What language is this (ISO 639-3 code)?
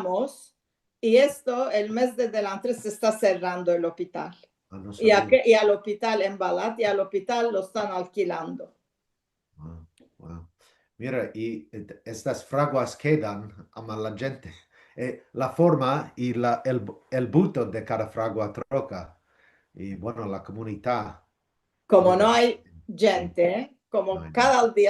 lad